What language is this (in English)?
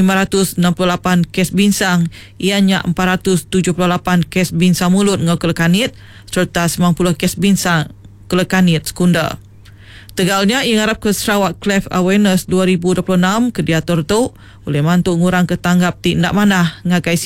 Iban